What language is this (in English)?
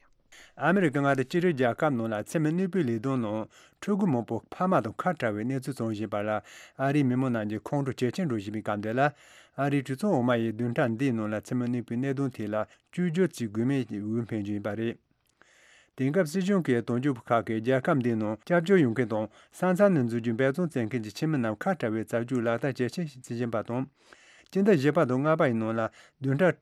Tibetan